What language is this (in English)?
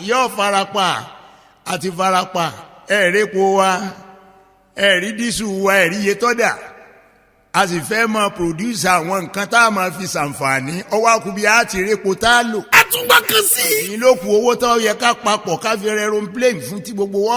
Yoruba